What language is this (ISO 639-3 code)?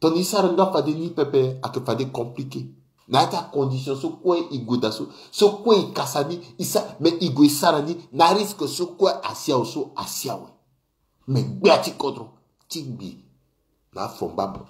sag